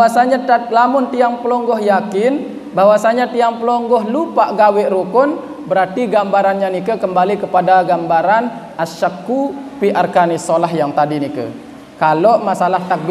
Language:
Sasak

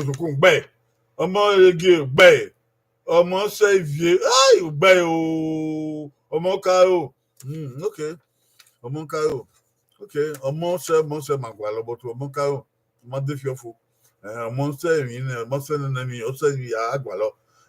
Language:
Bini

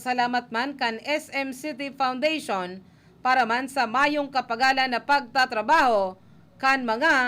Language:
Bikol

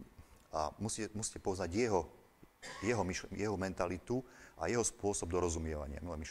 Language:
Slovak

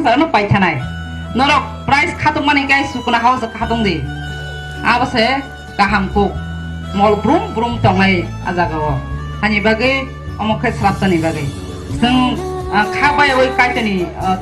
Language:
Kok Borok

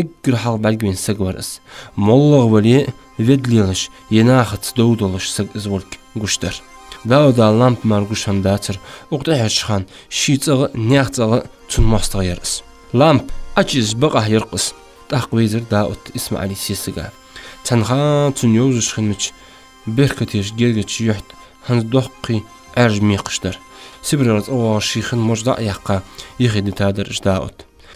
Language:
Ingush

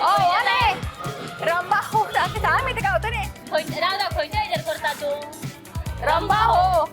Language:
Konkani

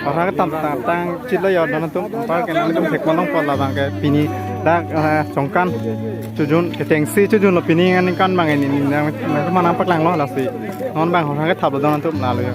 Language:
Karbi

